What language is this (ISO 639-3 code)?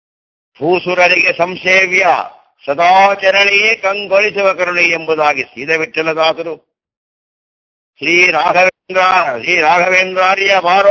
kan